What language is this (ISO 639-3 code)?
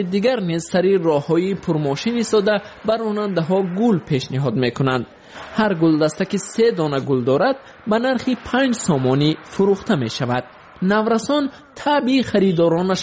tgk